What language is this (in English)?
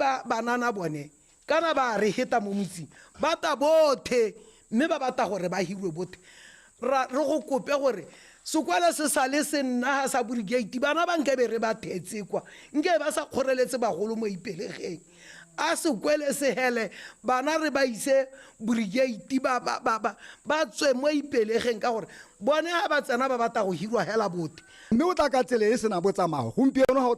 Tswana